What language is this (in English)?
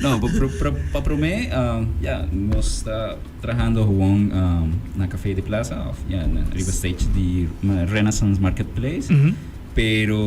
Papiamento